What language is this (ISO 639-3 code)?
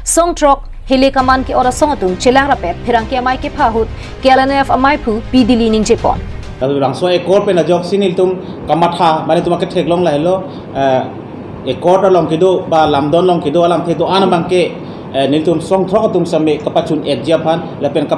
mjw